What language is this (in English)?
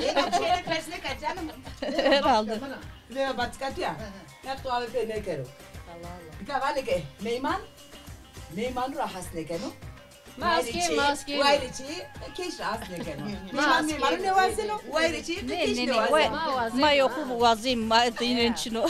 Zaza